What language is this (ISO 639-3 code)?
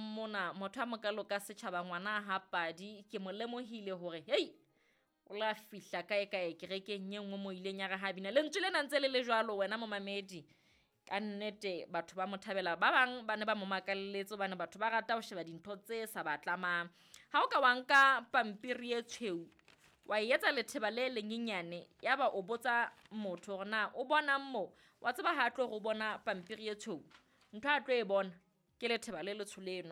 sot